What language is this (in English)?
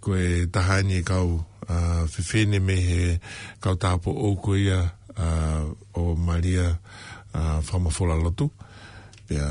Tongan